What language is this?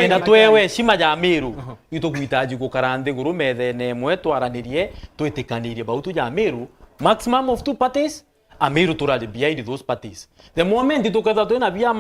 Meru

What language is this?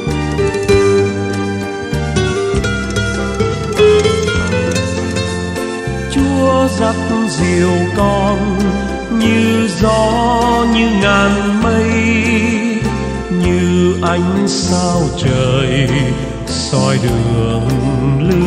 Vietnamese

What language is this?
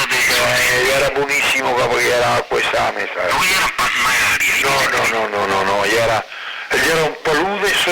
Venetian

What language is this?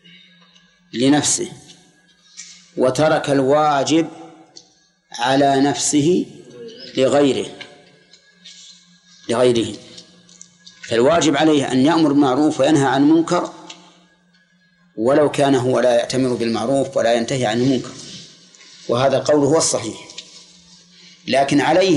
Arabic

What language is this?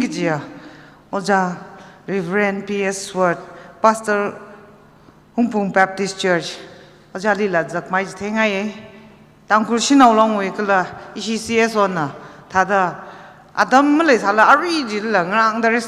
Tangkhul Naga (India)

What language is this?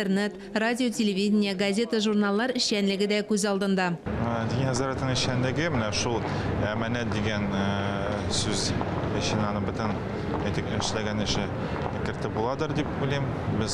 Tatar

